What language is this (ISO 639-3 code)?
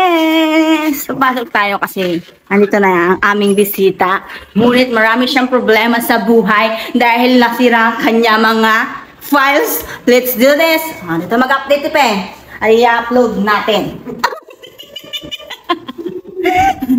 fil